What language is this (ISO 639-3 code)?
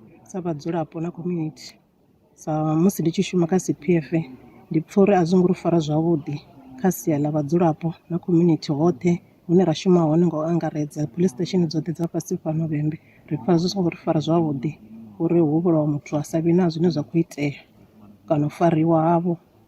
ven